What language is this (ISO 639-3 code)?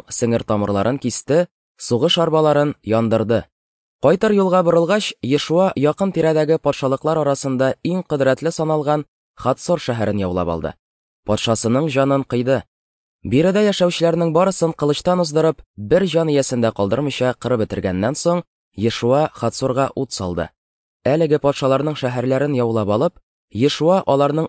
tat